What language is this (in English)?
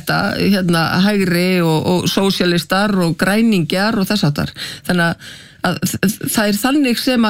Icelandic